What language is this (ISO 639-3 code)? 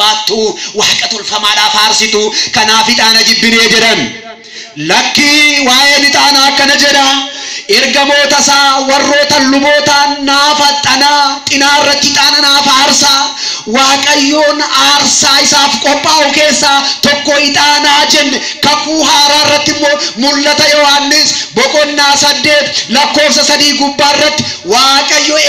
orm